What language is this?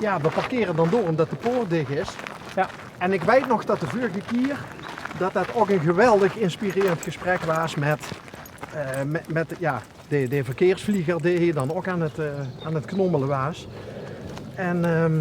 Limburgish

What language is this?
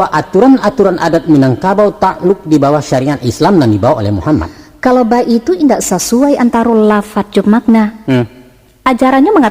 Minangkabau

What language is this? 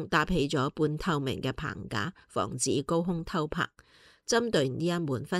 Cantonese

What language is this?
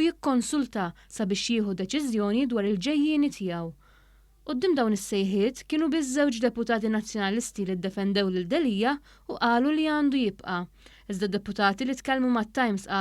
Maltese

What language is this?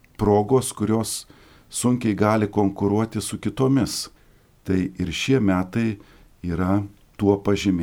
Lithuanian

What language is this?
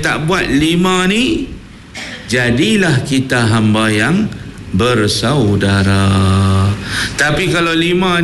Malay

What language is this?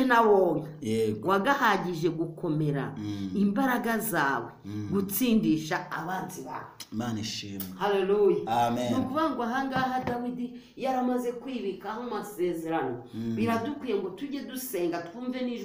Kinyarwanda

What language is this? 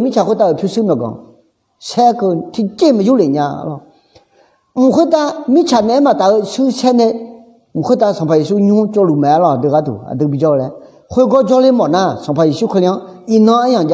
Akha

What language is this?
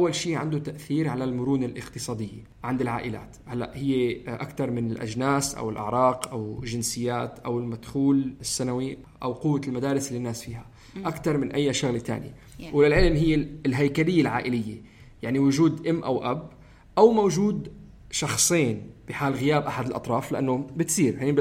North Levantine Arabic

